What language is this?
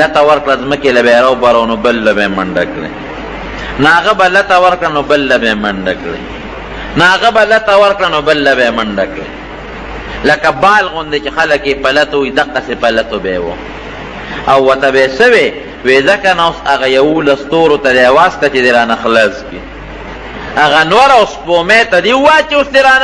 Pashto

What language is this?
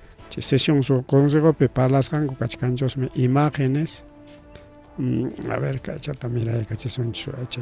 Ayacucho Quechua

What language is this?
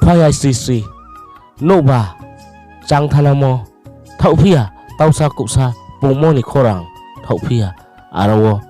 Riang (India)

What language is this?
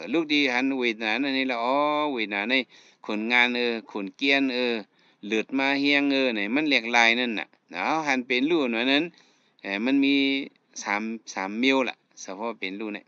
Shan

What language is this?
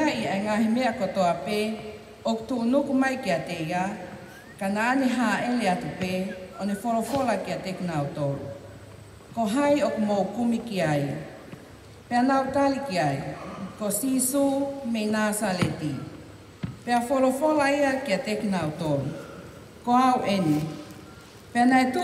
Tongan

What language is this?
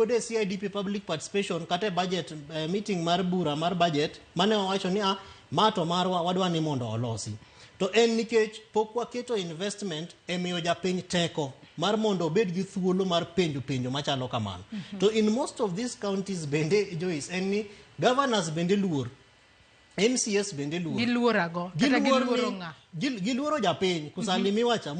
Luo (Kenya and Tanzania)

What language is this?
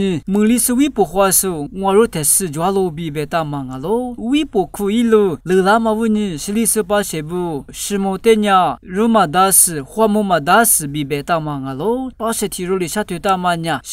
Lisu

